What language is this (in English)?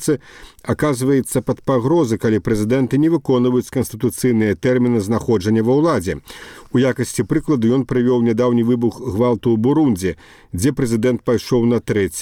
Belarusian